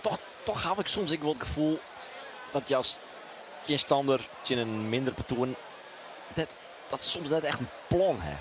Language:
Western Frisian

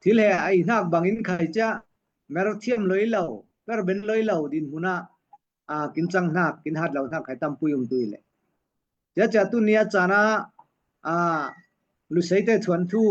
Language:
Falam Chin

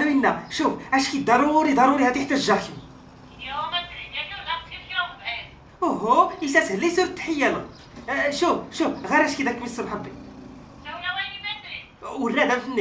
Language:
Tachelhit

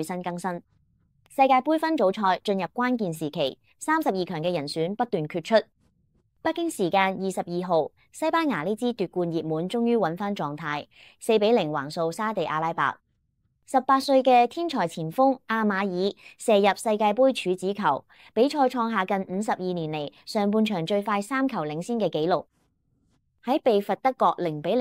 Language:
Cantonese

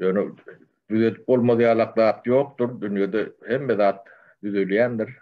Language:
Turkmen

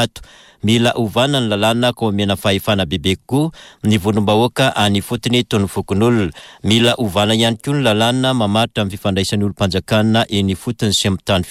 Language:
Malagasy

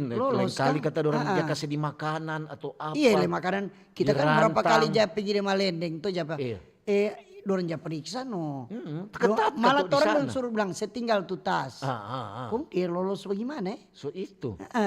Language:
Manado Malay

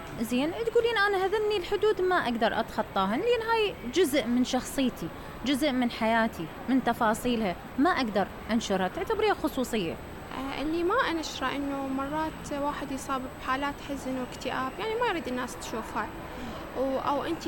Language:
Mesopotamian Arabic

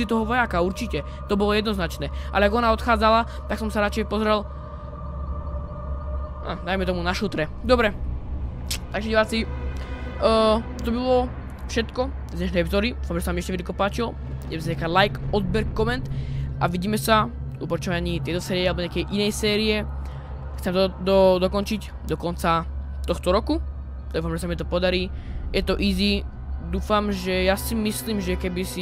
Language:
Slovak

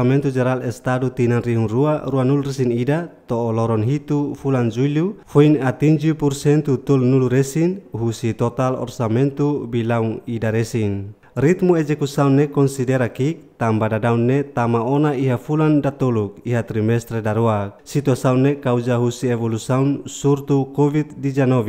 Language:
Tetum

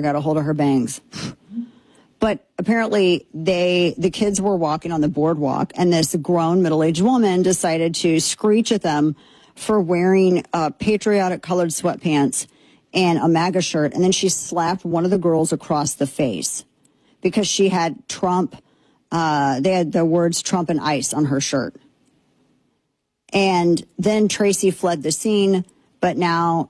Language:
English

